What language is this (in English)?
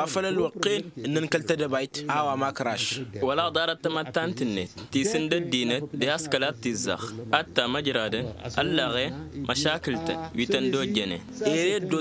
Tamasheq